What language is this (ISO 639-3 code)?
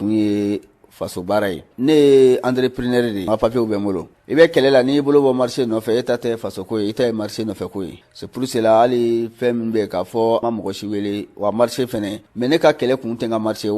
bam